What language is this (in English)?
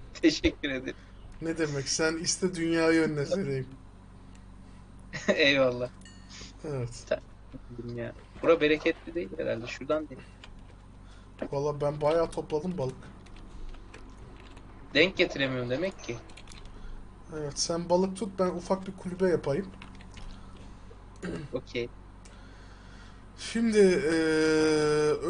Turkish